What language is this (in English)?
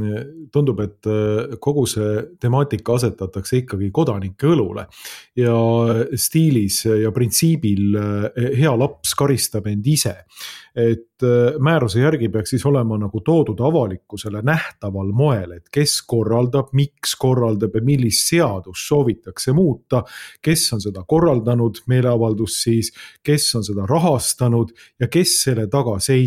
Estonian